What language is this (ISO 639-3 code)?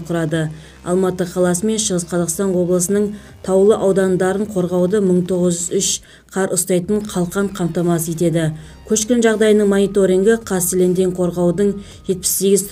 kaz